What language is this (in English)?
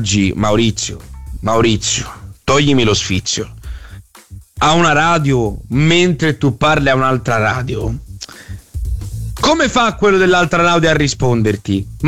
Italian